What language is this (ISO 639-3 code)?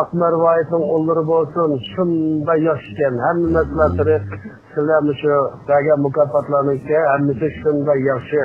uig